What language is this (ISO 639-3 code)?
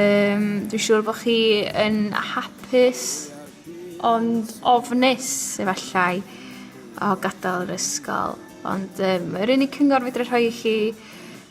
cym